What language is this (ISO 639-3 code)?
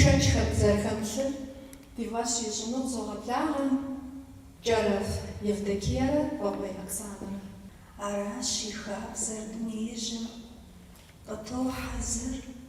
kbd